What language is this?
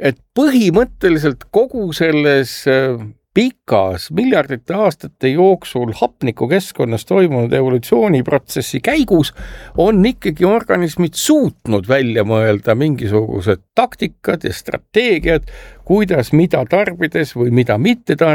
Estonian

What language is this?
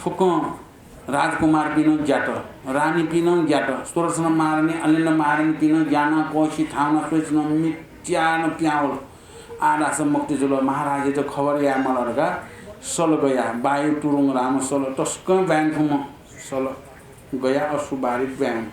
Newari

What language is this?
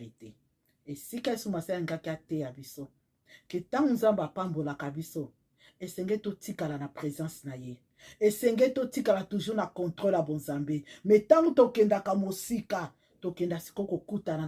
Lingala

